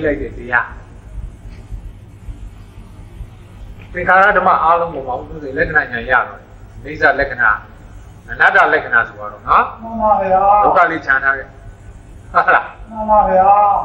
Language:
Burmese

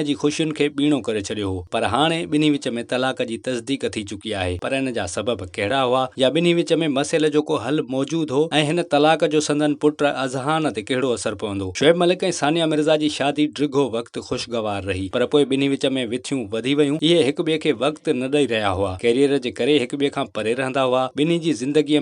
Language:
Sindhi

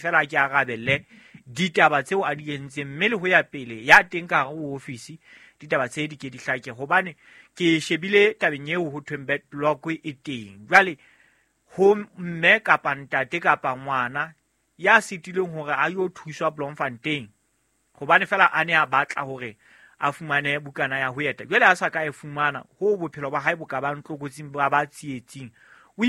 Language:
Southern Sotho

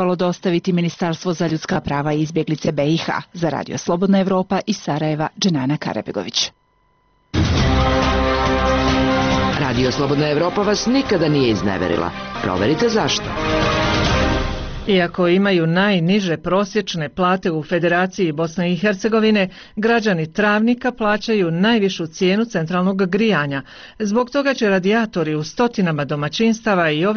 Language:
Bosnian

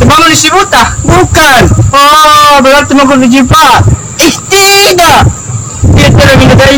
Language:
Makassar Malay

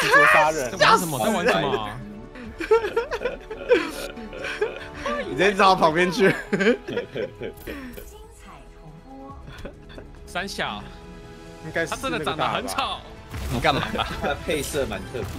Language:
Chinese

